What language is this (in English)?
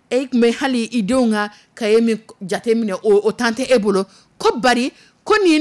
Dyula